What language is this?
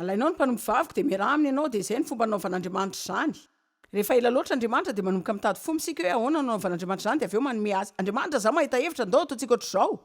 Malagasy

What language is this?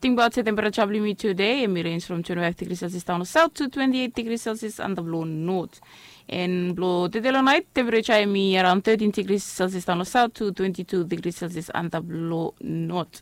Bislama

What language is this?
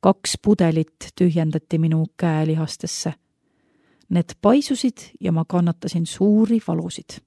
Estonian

